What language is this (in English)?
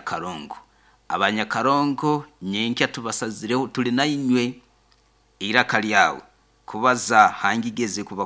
Nyoro